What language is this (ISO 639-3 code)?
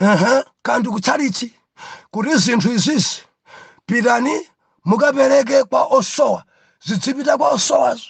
nya